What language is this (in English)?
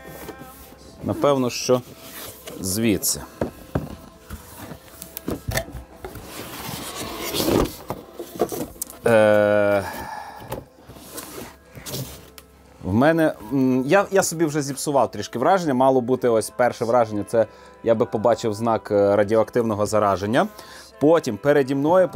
Ukrainian